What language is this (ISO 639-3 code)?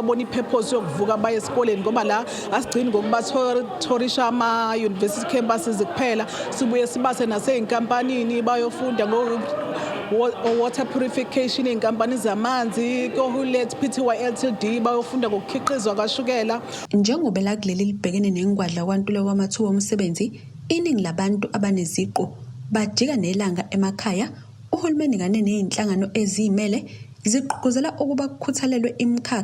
zul